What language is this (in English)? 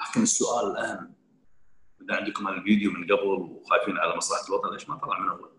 Gulf Arabic